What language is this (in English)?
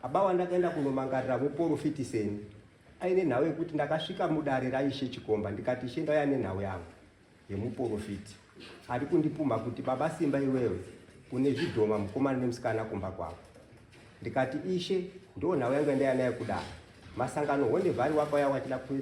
Shona